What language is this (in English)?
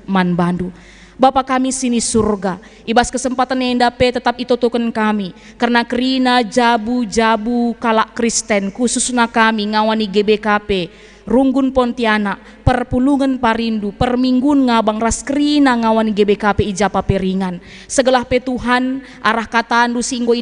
Batak Karo